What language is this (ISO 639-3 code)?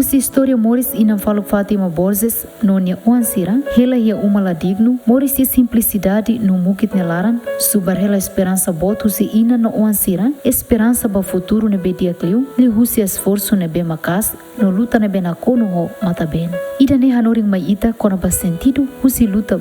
tet